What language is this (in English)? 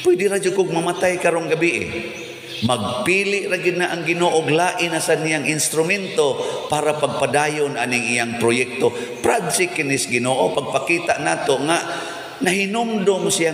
Cebuano